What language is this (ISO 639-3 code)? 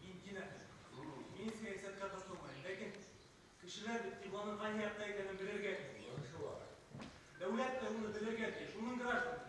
bak